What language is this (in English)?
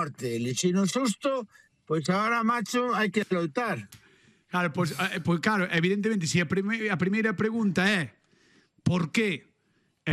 Galician